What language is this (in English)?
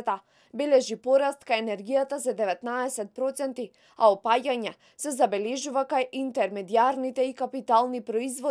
Macedonian